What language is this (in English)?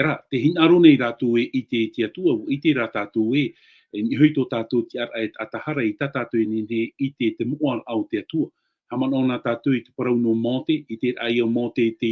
Tahitian